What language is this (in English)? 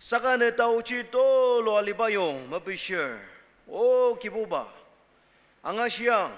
Ao Naga